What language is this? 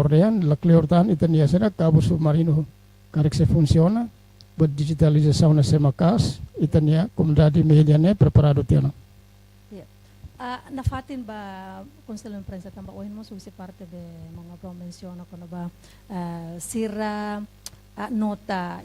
Tetum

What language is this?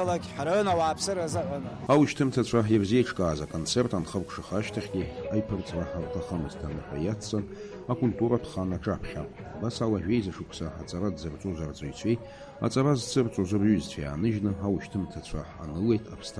Abkhazian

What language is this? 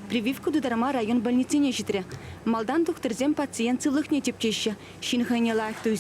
Chuvash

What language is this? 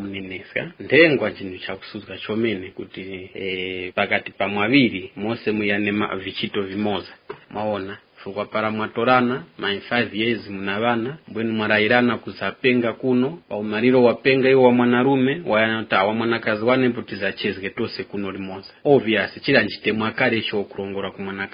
Tumbuka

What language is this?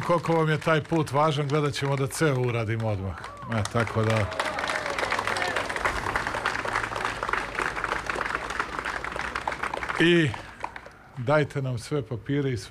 Serbian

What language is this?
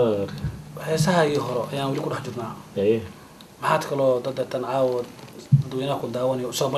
Somali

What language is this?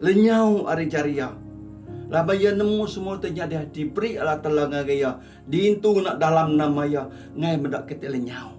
Iban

